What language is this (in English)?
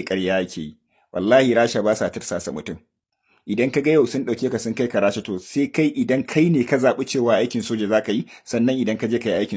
Hausa